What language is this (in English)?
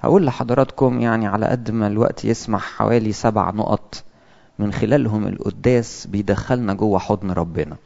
Egyptian Arabic